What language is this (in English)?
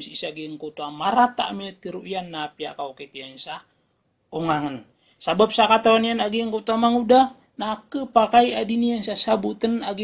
Maranao